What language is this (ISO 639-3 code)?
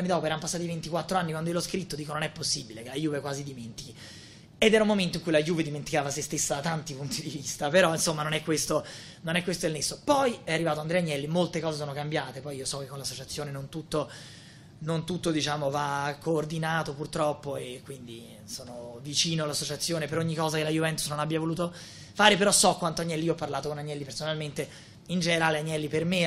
ita